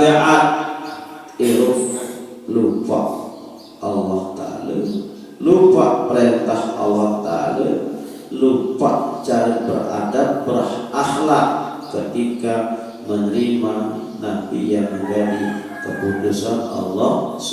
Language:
Sasak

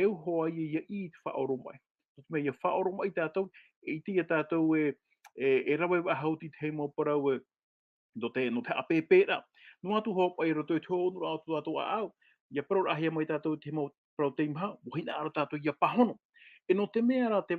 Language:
Tahitian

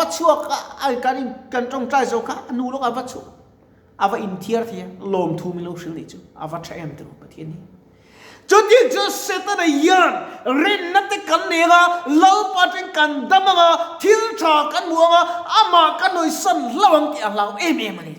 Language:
Mizo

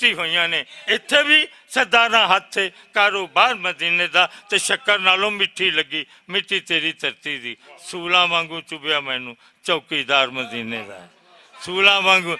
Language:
Western Panjabi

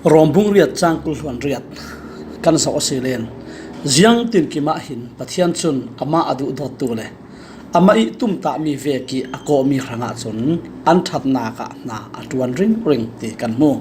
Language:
Falam Chin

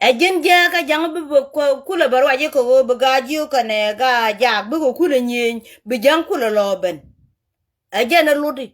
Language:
Nuer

